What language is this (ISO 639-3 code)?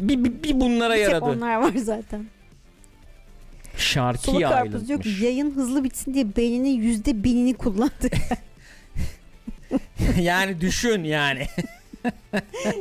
tur